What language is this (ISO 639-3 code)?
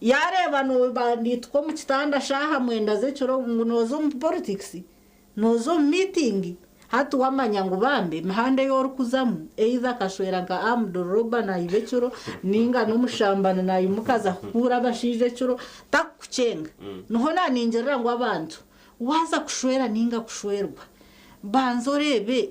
nyn